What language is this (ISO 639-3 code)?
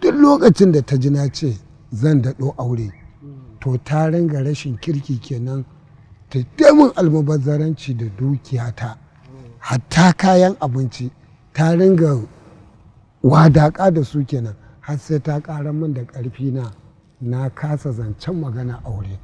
hau